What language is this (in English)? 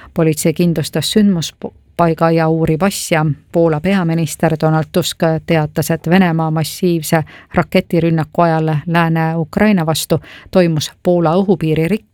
Estonian